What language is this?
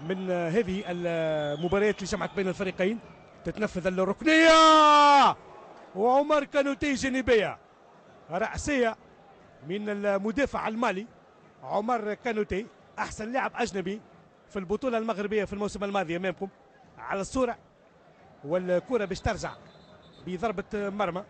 Tunisian Arabic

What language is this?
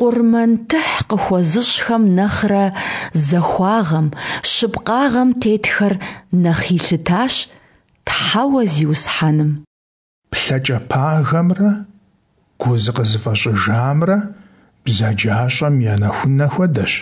Kabardian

